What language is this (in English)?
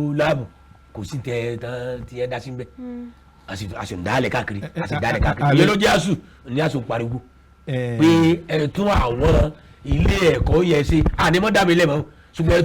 Yoruba